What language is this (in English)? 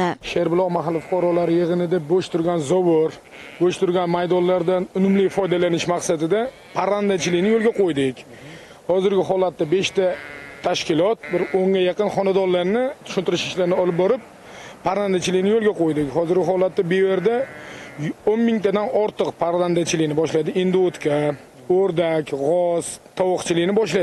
Uzbek